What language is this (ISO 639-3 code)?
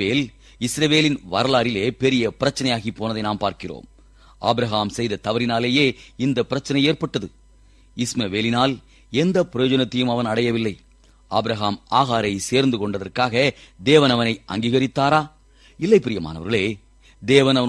tam